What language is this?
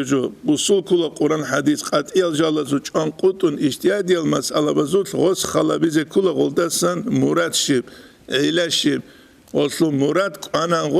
Avaric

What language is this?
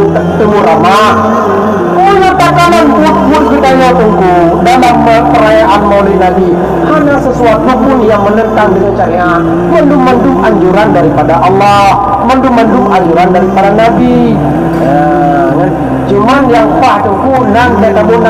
Achinese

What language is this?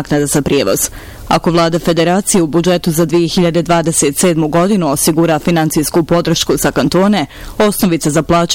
Bosnian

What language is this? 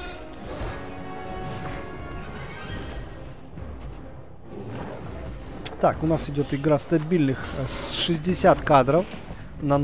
Russian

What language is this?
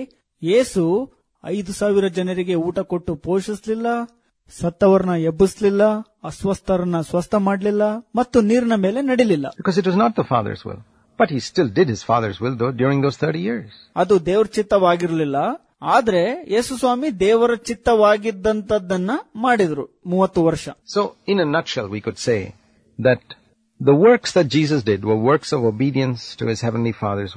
Kannada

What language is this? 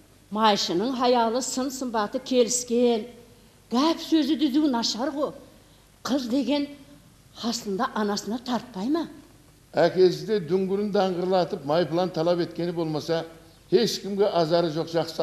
Kara-Kalpak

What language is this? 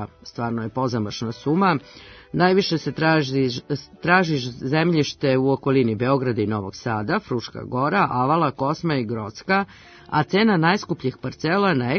Serbian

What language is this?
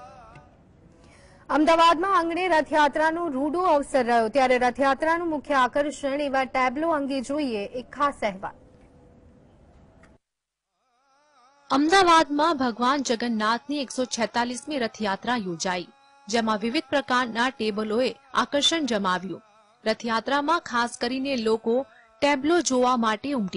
Gujarati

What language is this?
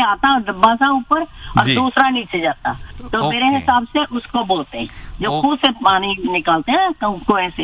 Hindi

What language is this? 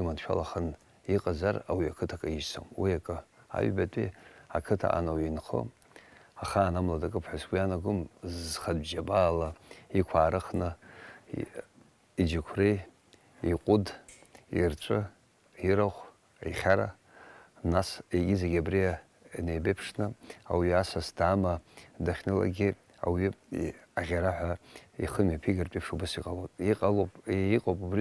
Abkhazian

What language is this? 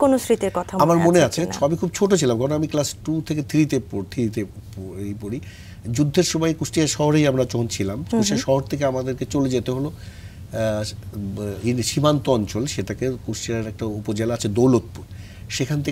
Bangla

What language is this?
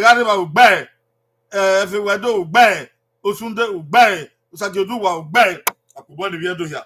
Bini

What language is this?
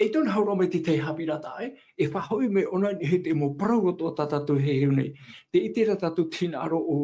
Tahitian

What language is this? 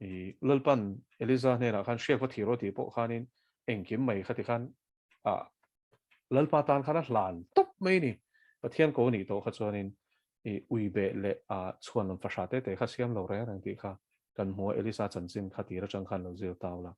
Mizo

